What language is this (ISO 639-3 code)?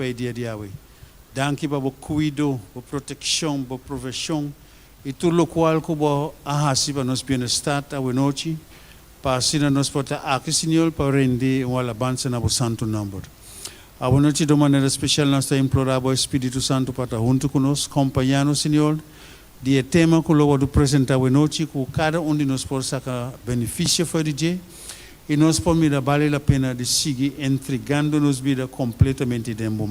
pap